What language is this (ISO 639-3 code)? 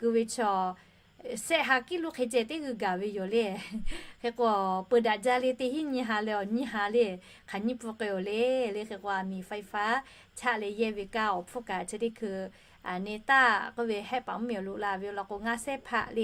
lhu